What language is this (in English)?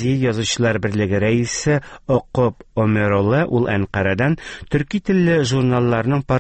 Tatar